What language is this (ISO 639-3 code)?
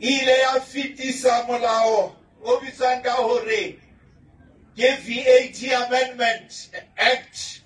sot